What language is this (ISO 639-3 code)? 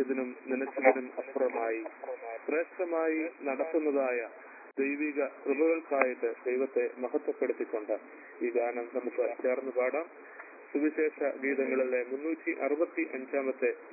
mal